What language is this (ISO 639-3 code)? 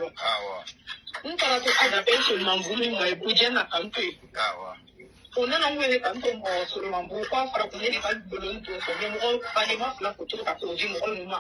bam